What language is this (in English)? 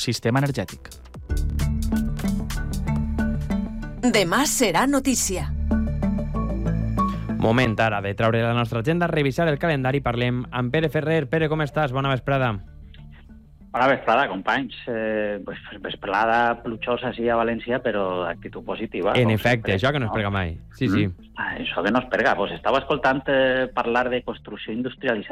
Catalan